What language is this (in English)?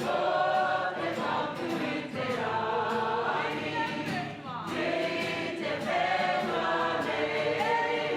Māori